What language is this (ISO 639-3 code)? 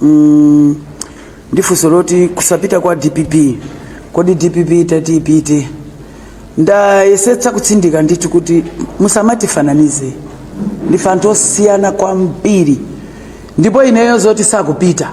nya